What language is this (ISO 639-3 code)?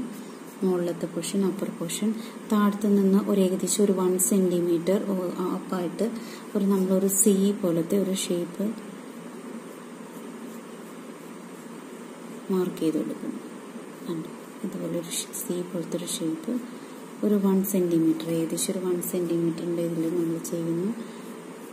mal